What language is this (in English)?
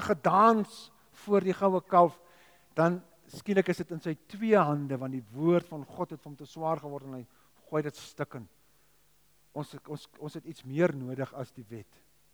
Afrikaans